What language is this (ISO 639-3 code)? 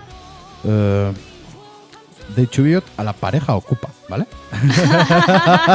eus